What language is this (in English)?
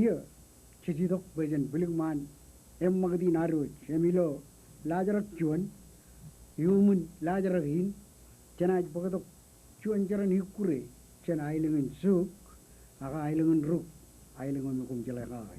Marshallese